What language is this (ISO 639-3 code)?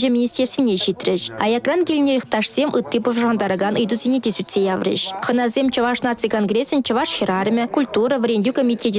chv